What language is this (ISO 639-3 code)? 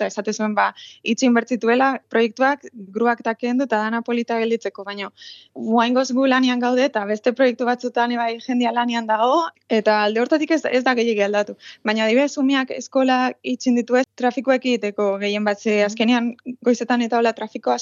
eus